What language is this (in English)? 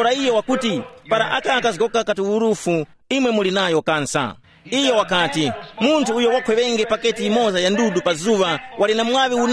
Tumbuka